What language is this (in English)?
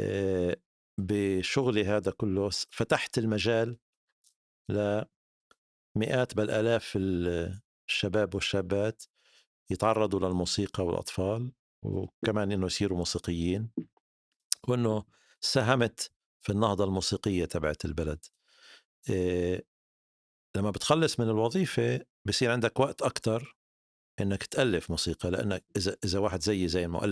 North Levantine Arabic